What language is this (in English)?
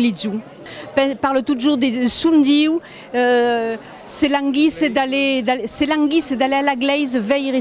Occitan